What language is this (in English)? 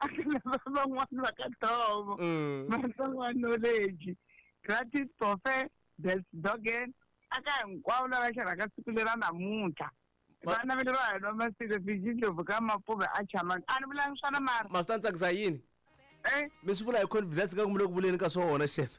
Tsonga